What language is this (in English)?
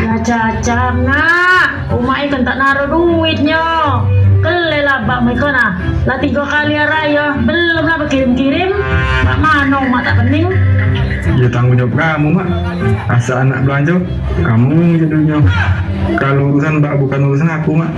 Musi